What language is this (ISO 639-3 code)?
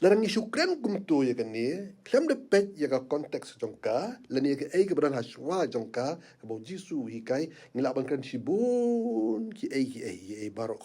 kha